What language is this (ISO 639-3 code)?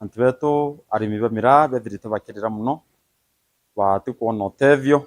mer